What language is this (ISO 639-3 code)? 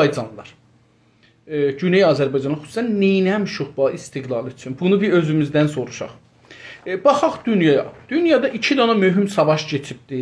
azb